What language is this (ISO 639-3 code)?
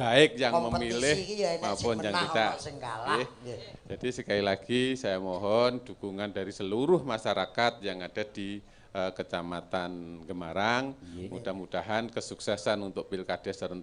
jav